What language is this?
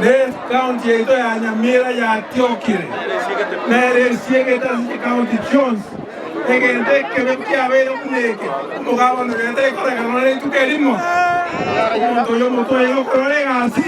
Gusii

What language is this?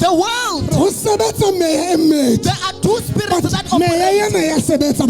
Southern Sotho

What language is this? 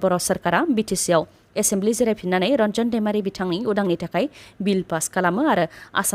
Bodo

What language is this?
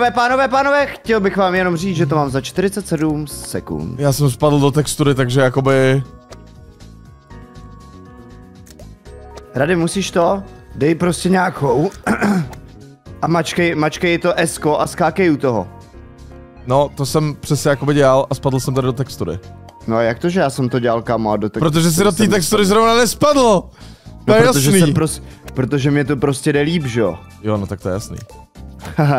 Czech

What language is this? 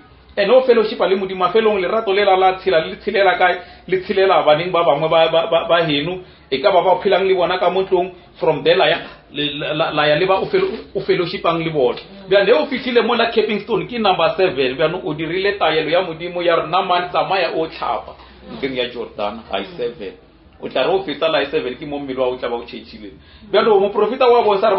Northern Sotho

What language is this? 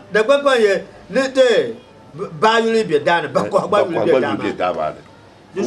Dagbani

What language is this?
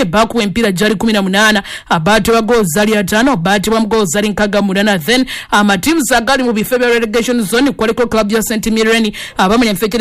Ganda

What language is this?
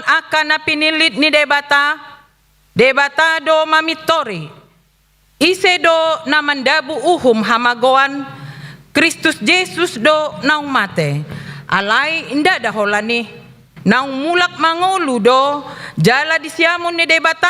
Batak Toba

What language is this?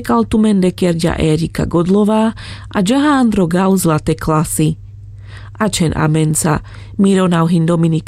Carpathian Romani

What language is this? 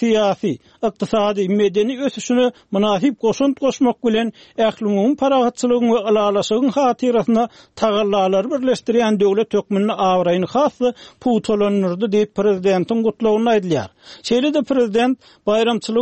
Turkmen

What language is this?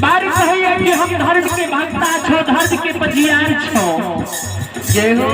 Maithili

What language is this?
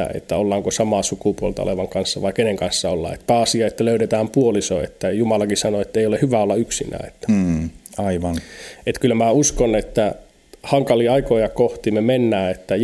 Finnish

